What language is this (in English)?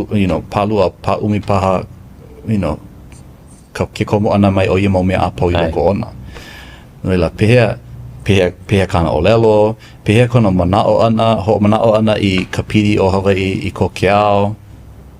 Hawaiian